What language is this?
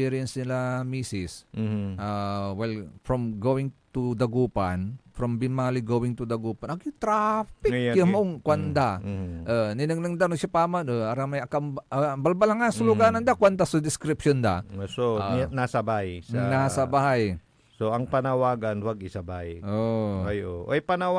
Pangasinan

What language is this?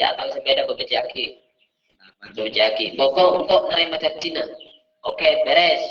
Madurese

